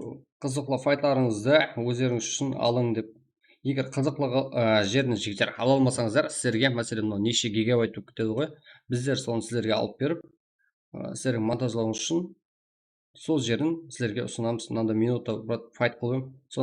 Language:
Kara-Kalpak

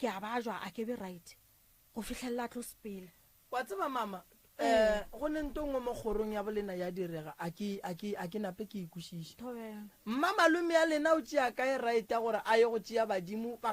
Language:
Northern Sotho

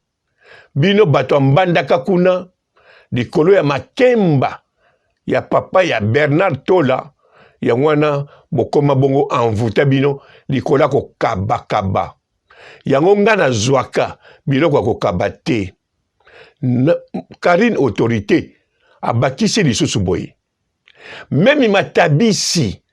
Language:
Lingala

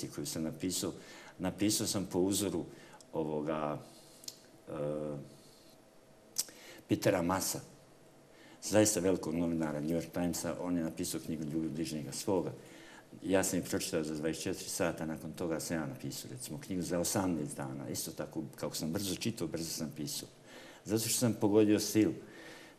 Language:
Bosnian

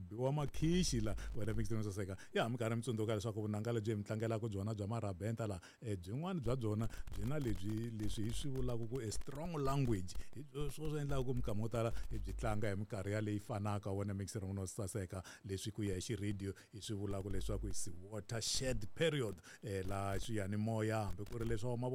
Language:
Tsonga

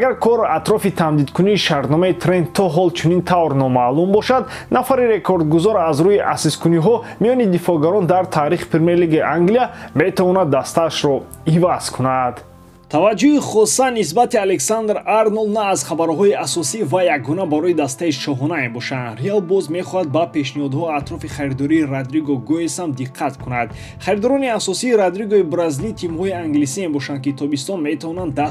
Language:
Tajik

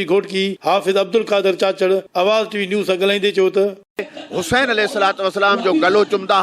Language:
Sindhi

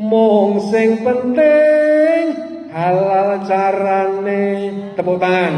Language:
Javanese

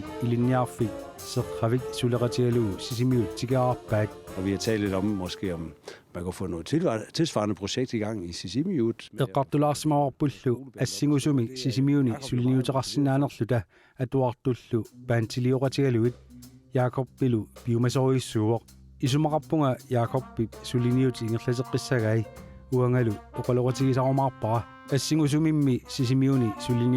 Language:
Kalaallisut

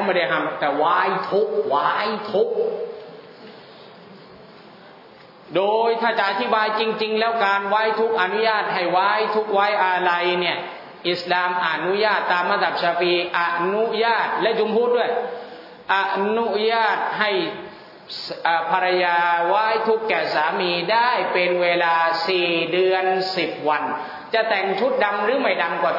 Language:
Thai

